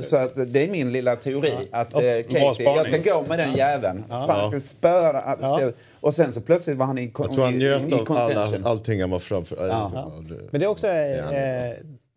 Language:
Swedish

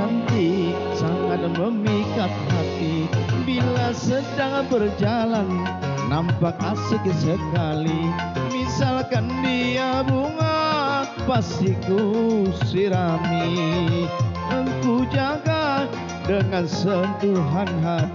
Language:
Banjar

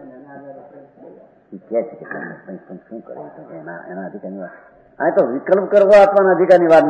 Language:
Gujarati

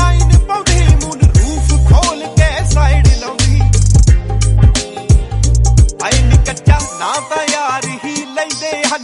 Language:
Punjabi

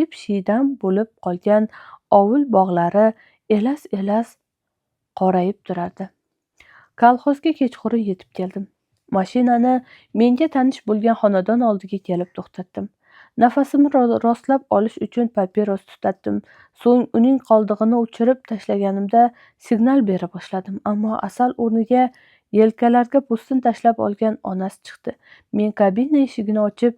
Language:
Uzbek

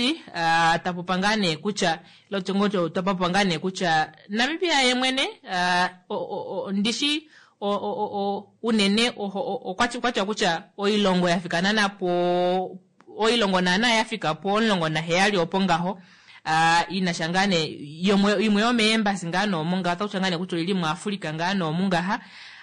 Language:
Kuanyama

